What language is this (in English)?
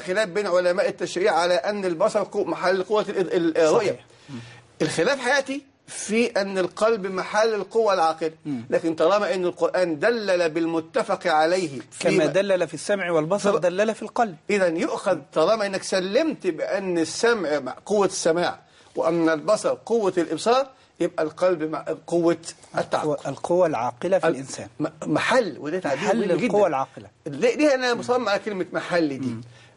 Egyptian Arabic